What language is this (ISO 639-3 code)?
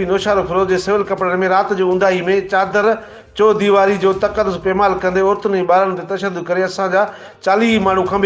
snd